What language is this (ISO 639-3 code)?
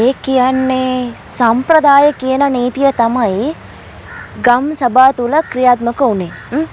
sin